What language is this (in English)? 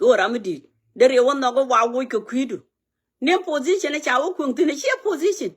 Nuer